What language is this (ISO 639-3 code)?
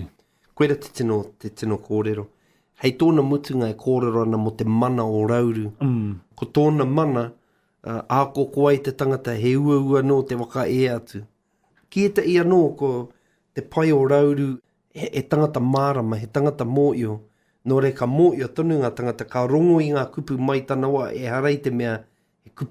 mri